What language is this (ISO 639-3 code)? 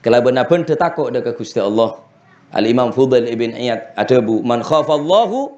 mad